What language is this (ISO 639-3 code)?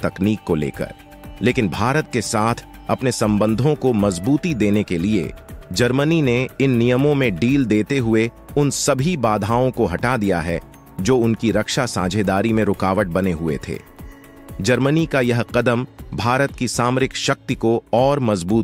hin